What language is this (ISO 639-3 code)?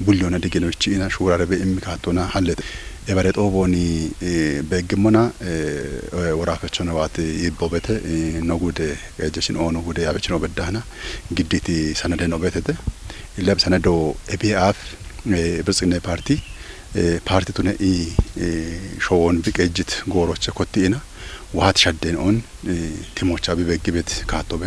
kbr